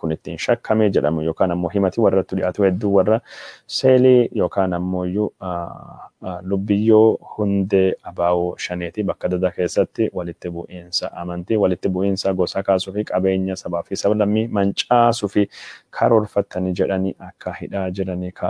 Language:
Oromo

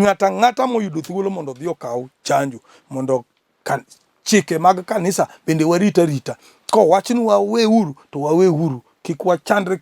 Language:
Luo (Kenya and Tanzania)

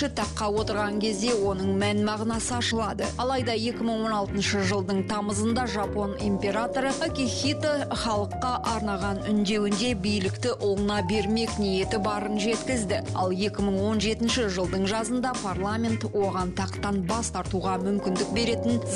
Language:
Kazakh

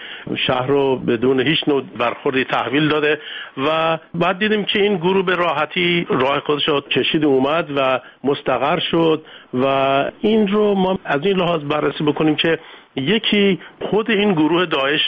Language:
Persian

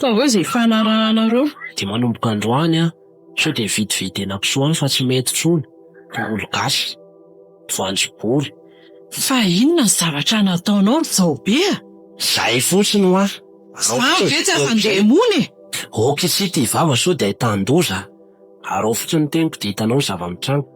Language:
Malagasy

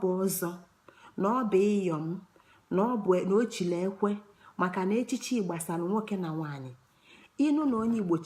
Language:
Igbo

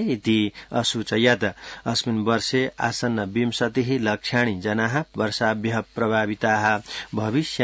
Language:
Sanskrit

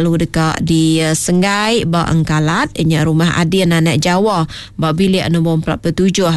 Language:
Iban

